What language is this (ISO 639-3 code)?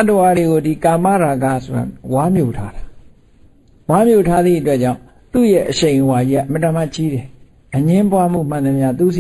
mya